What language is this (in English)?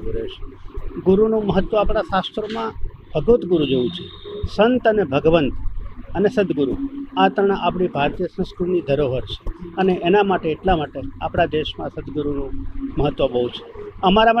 Gujarati